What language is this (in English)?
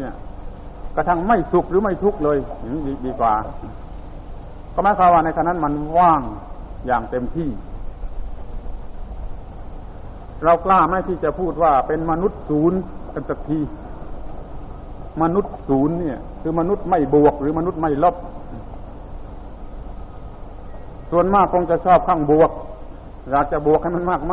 Thai